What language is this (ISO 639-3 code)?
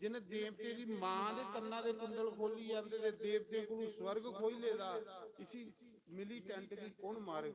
doi